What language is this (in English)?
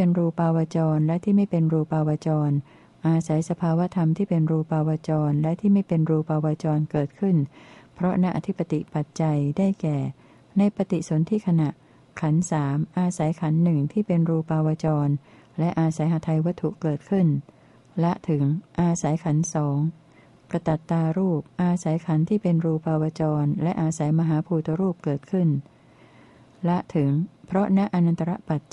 Thai